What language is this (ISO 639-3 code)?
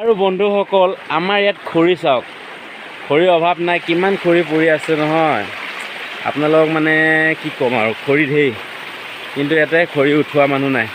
asm